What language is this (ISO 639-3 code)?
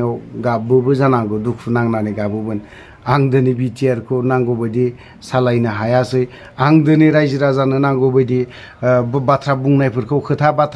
brx